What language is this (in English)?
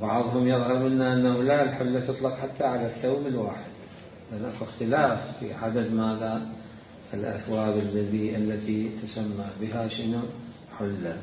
Mesopotamian Arabic